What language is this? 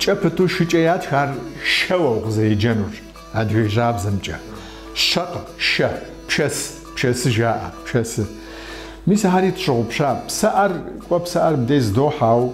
Kabardian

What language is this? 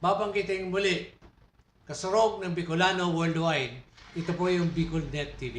Bikol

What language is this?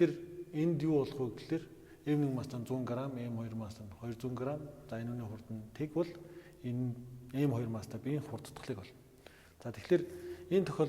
Mongolian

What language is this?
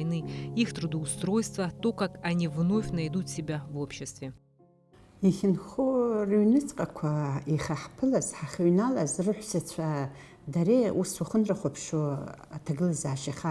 Abkhazian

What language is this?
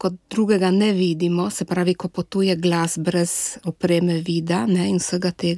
Slovenian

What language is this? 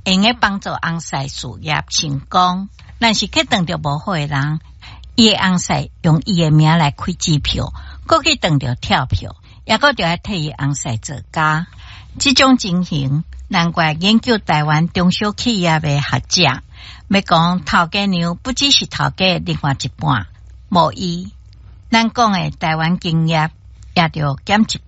Min Nan Chinese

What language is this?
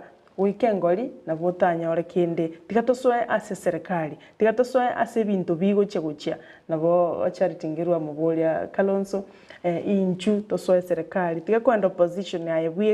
Gusii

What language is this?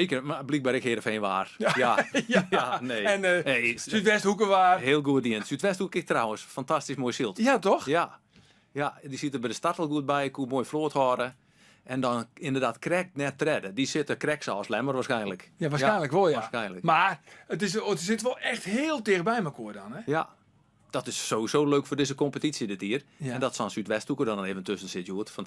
Western Frisian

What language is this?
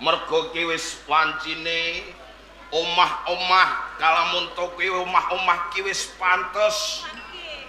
Javanese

